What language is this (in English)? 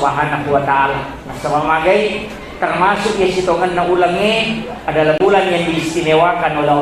Buginese